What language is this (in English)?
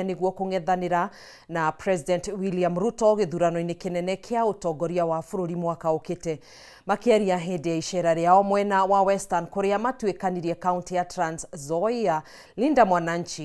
Kikuyu